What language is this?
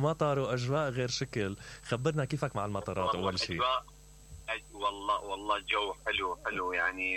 Mesopotamian Arabic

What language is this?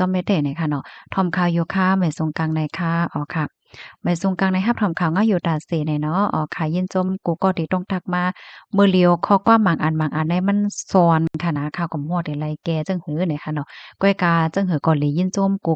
Shan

